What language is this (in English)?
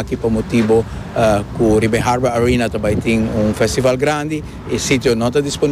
Papiamento